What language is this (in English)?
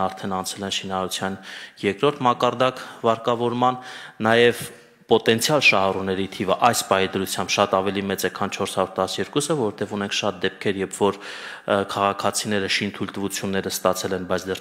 Armenian